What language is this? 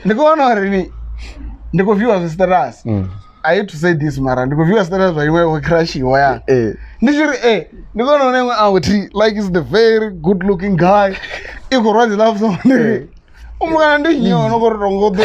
Venda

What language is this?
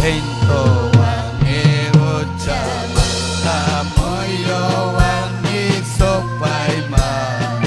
Ayacucho Quechua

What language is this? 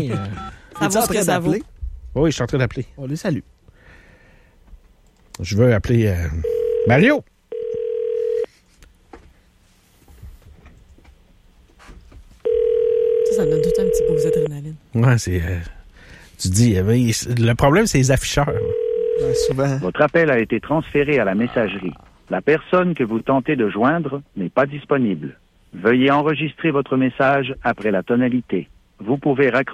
French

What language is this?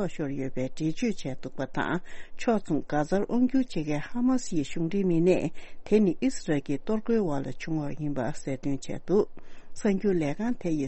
Tibetan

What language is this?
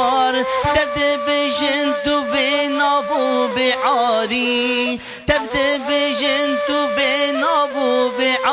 Kurdish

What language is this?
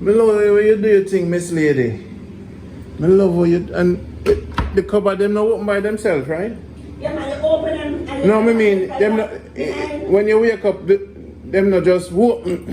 Jamaican Creole English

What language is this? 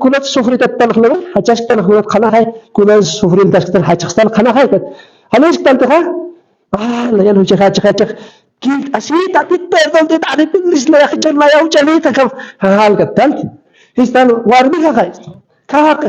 Aymara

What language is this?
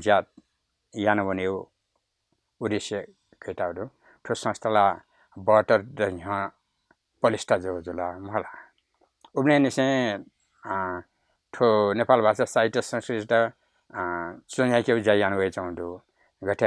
Newari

